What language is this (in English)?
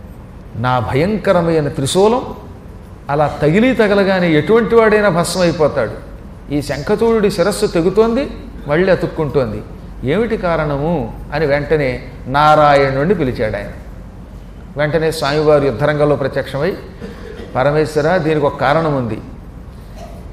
Telugu